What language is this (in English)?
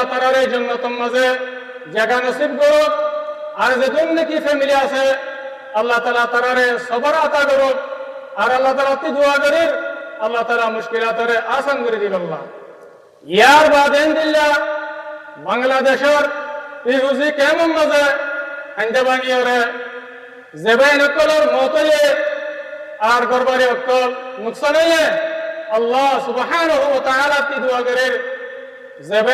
Rohingya